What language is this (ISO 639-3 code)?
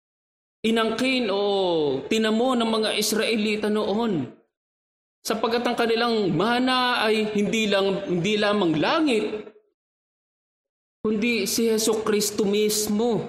fil